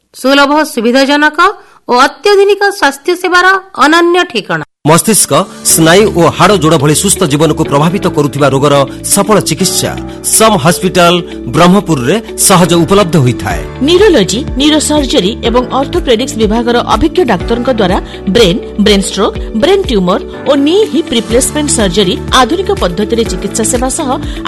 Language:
Odia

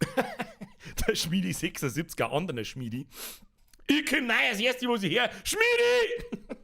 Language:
Bavarian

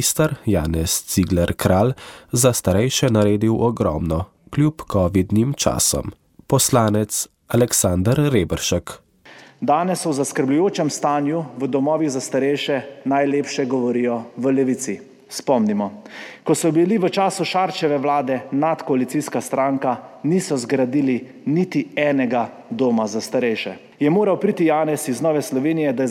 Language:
Slovenian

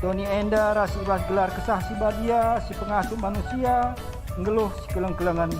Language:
Batak Karo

